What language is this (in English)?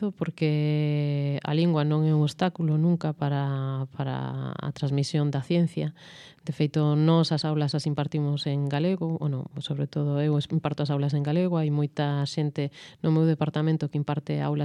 Galician